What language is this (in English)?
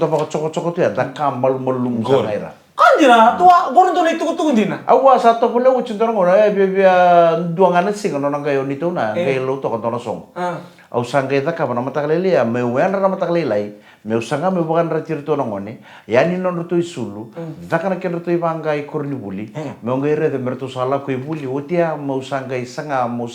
Fijian